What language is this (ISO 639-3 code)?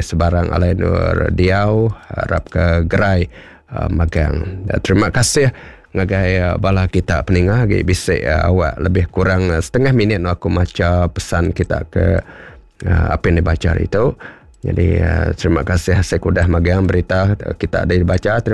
iba